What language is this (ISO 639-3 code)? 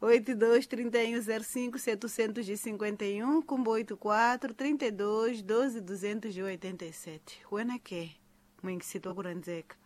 tso